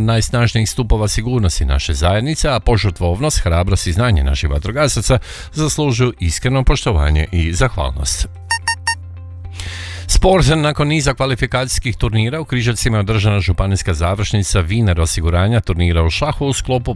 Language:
Croatian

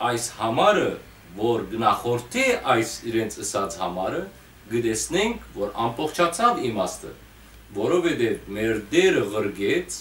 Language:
Western Armenian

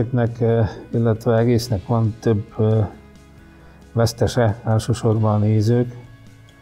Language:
Hungarian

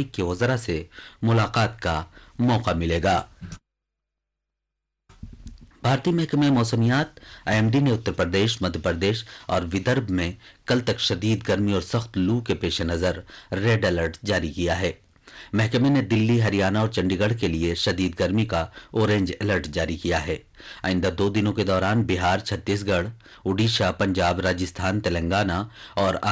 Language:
Urdu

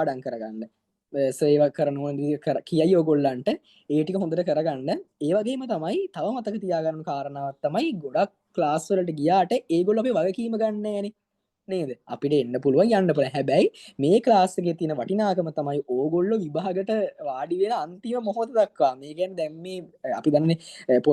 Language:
Sinhala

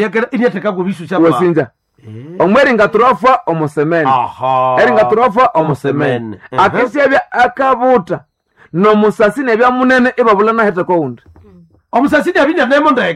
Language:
Nande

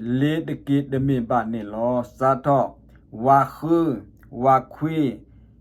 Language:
S'gaw Karen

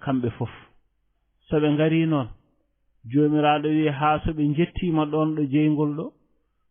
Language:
Fula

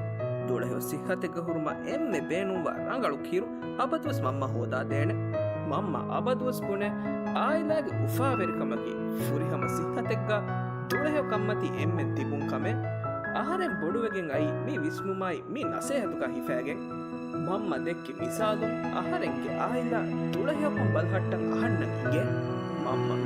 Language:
Divehi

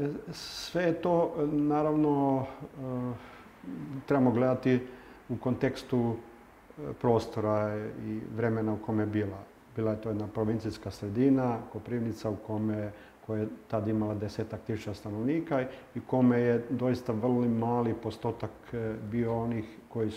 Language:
Croatian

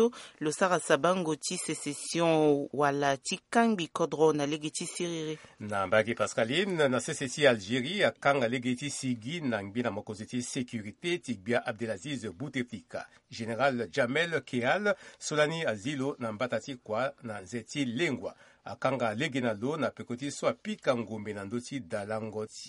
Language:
Sango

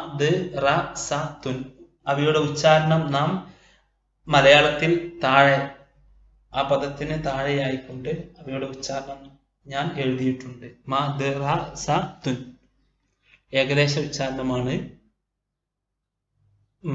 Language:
Malayalam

